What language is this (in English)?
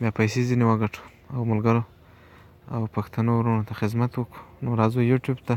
Pashto